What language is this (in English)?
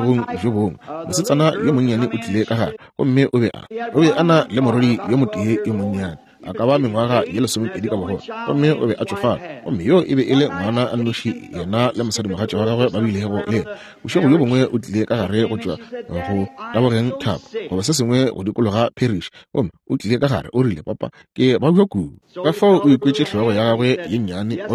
Northern Sotho